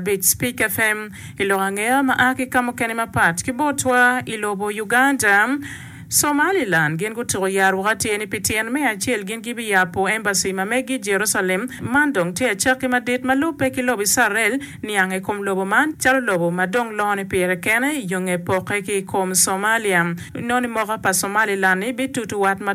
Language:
Acoli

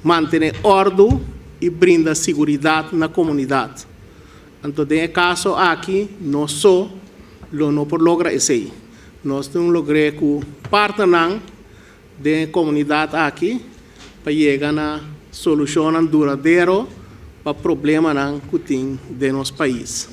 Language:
Papiamento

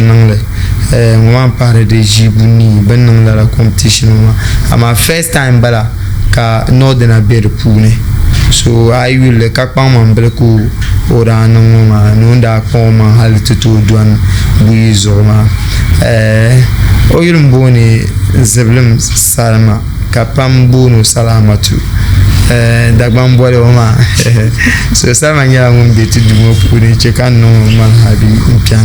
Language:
Dagbani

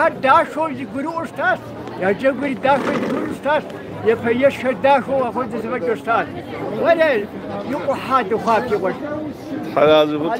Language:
Kabardian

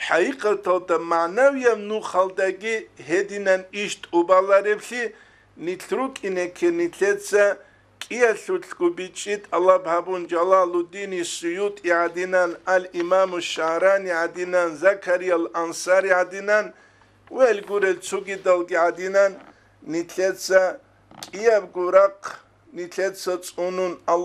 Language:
Avaric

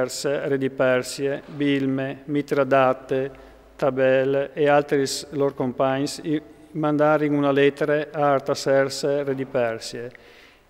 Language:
Friulian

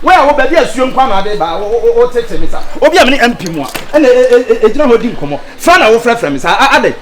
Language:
Akan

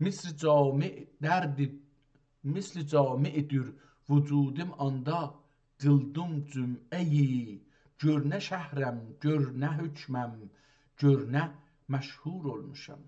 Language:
South Azerbaijani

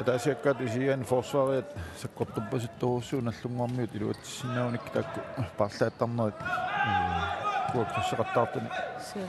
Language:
Kalaallisut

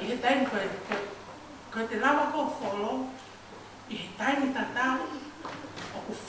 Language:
Tongan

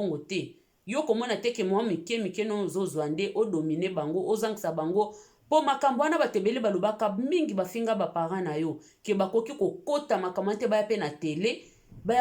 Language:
Lingala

